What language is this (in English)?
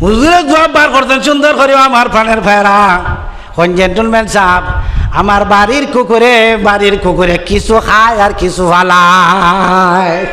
Sylheti